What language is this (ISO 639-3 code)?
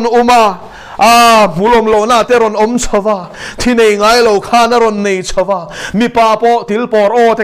lus